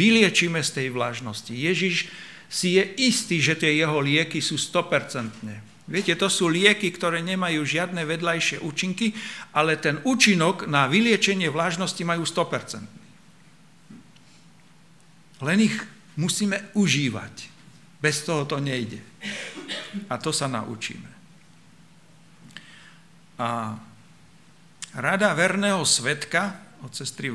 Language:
Slovak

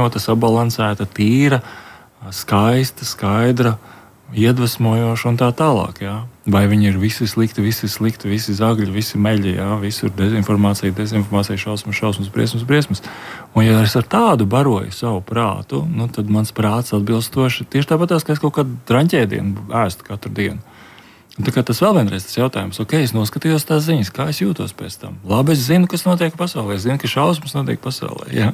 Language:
Latvian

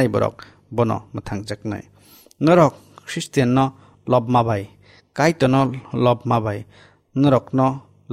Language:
Kok Borok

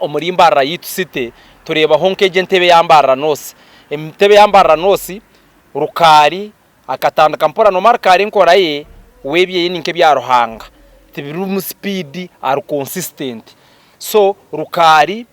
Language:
Nyankole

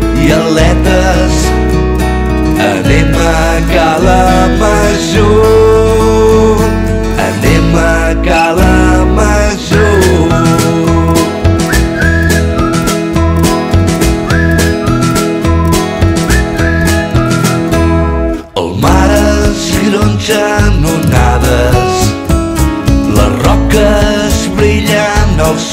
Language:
Catalan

